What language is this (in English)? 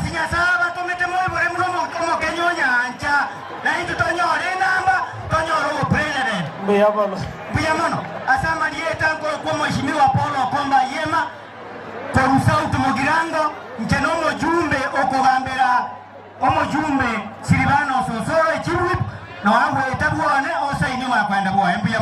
Gusii